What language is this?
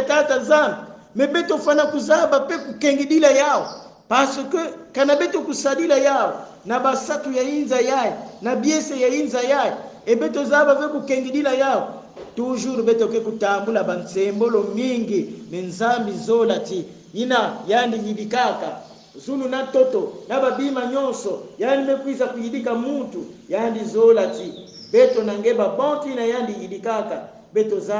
Kongo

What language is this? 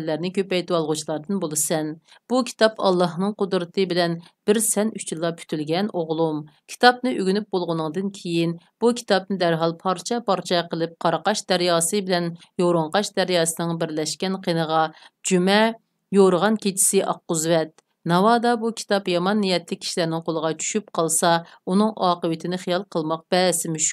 Uyghur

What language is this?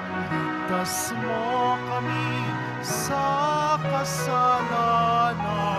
Filipino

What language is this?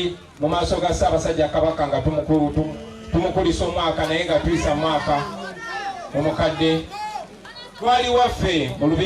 Ganda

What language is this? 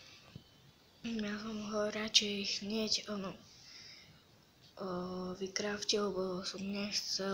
Slovak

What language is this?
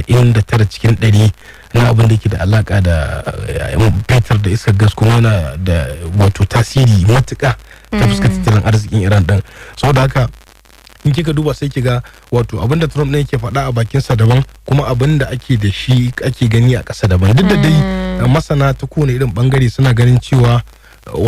Hausa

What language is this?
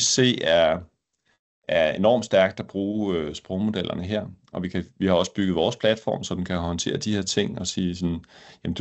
Danish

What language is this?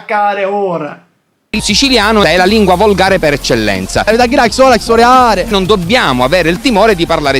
Sicilian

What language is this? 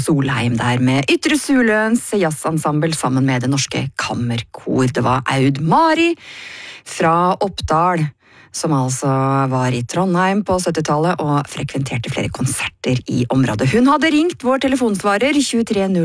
Norwegian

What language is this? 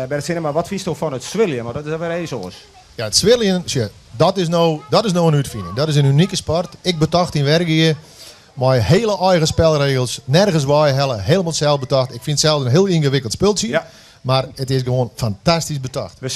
Western Frisian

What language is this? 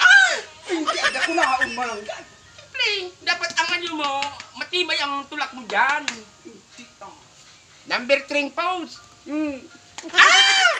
Bikol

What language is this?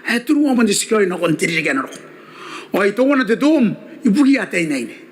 Gilbertese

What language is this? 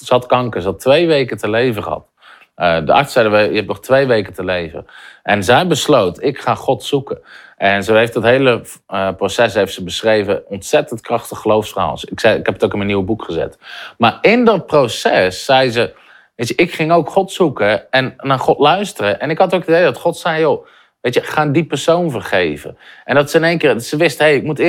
Dutch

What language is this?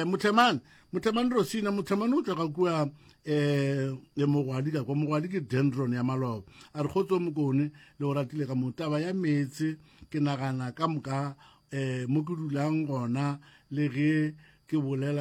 Northern Sotho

